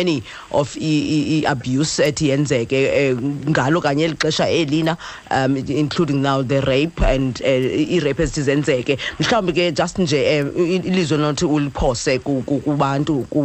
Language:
Xhosa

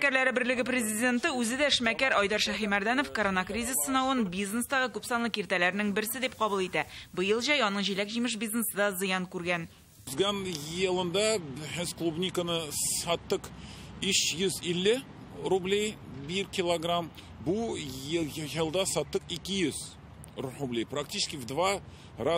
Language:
Tatar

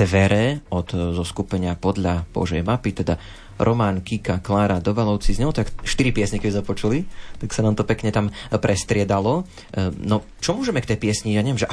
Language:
Slovak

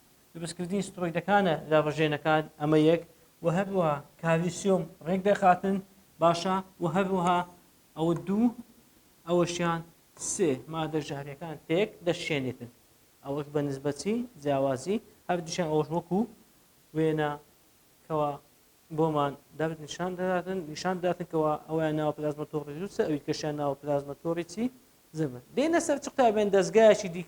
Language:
Central Kurdish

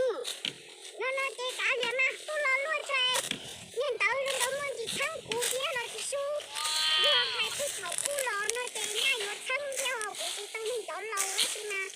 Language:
Hmong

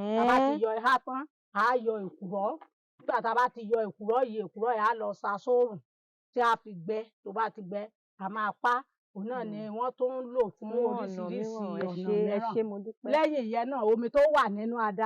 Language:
Yoruba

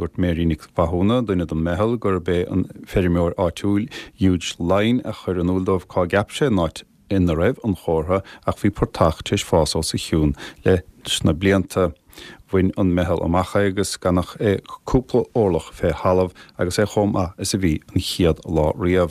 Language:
Irish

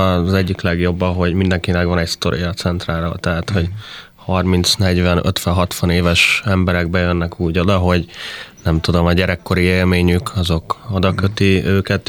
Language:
Hungarian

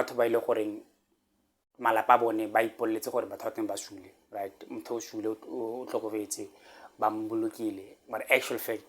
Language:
Tswana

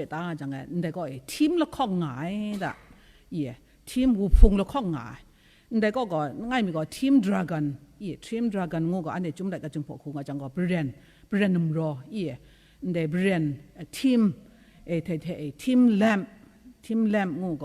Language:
Kachin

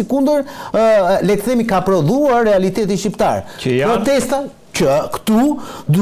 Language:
Albanian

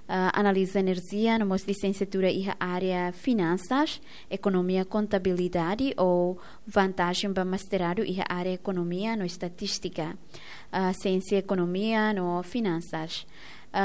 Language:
Tetum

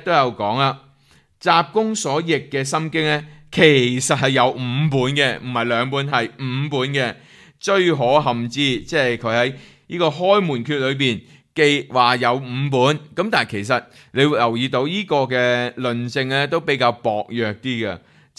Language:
Cantonese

